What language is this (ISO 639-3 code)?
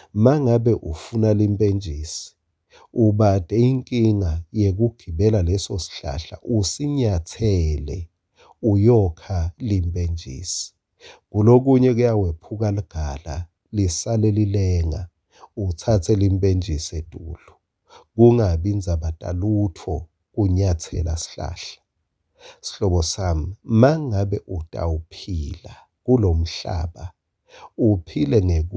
ssw